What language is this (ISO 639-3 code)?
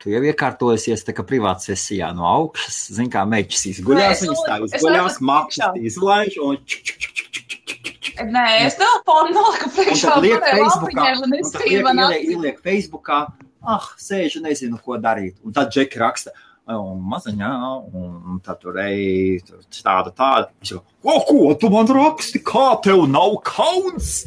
lav